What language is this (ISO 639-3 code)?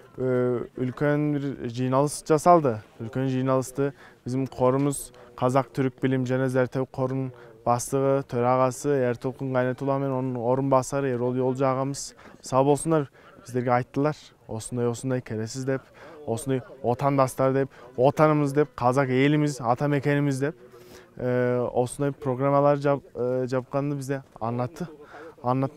kir